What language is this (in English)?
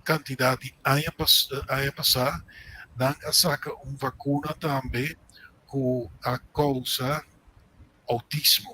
Papiamento